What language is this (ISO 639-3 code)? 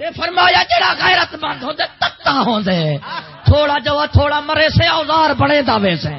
skr